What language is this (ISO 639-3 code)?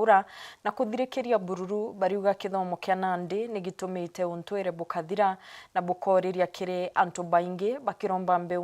mer